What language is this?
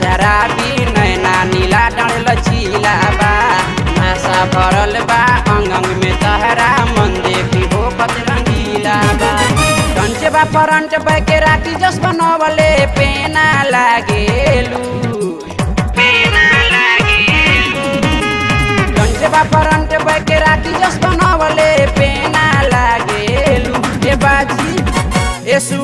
Bhojpuri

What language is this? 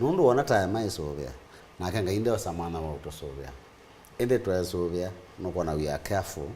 Kamba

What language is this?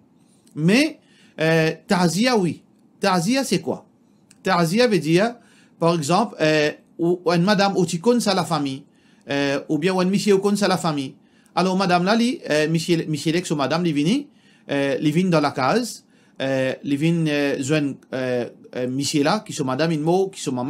Morisyen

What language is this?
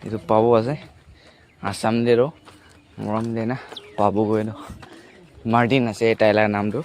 Naga Pidgin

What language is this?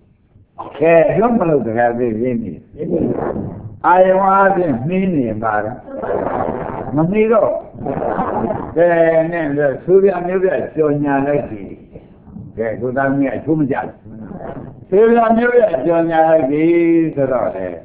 Burmese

